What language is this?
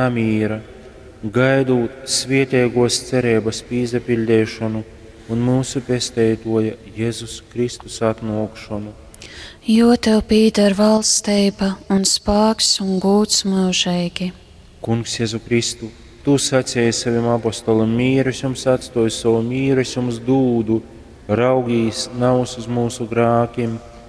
Latgalian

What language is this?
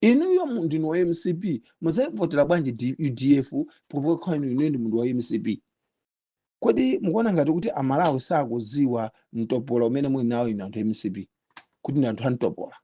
Nyanja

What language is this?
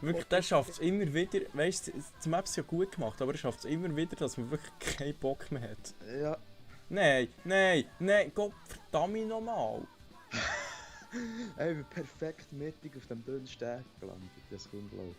Swiss German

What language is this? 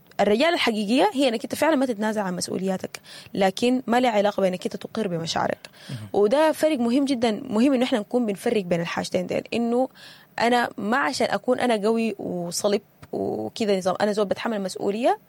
Sudanese Arabic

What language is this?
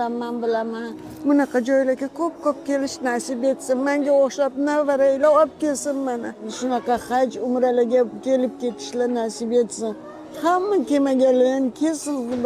Uzbek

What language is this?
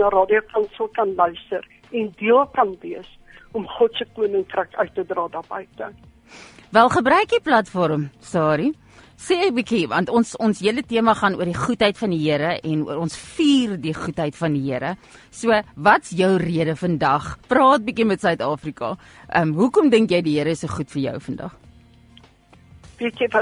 Afrikaans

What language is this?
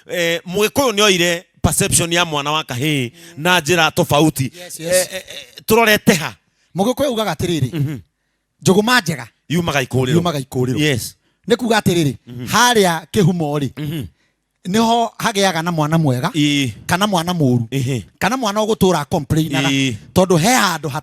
Kikuyu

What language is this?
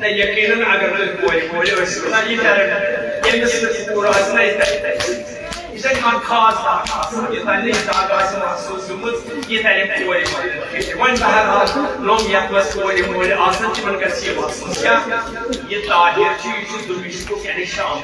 Kashmiri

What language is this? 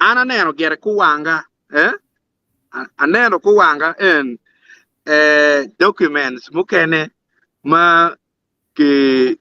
Acoli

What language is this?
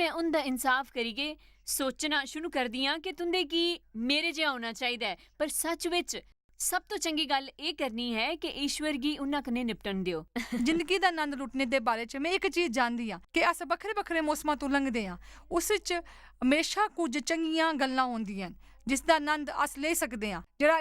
Dogri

